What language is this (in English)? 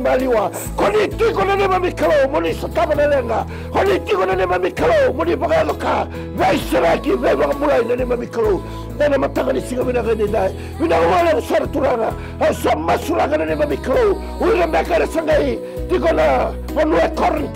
Fijian